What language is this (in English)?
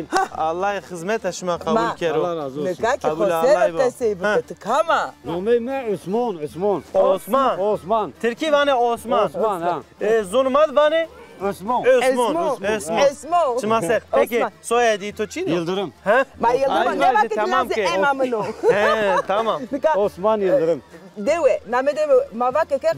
Zaza